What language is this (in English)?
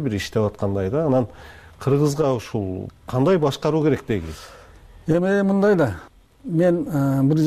Kyrgyz